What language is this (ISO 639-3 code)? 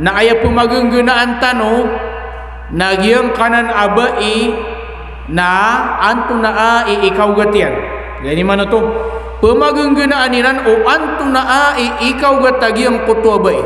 mrw